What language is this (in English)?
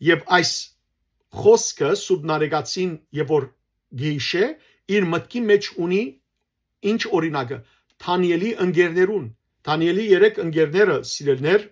Western Armenian